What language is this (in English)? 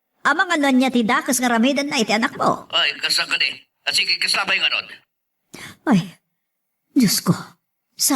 Iloko